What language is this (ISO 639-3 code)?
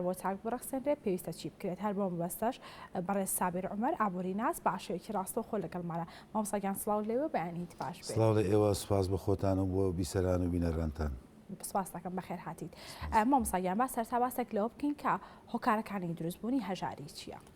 ckb